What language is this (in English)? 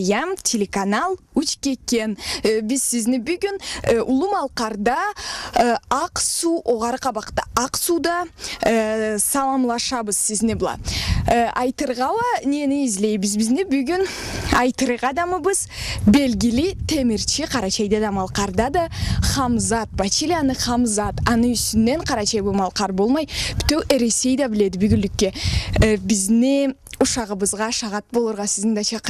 Karachay-Balkar